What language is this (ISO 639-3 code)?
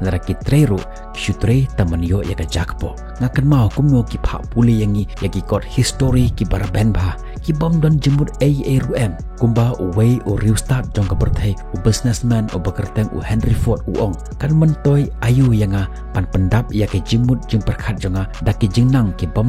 kha